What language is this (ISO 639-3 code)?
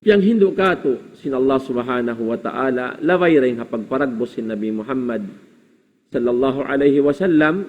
tsg